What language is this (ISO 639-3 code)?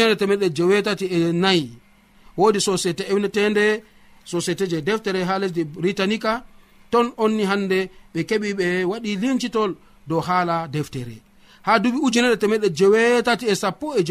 fuv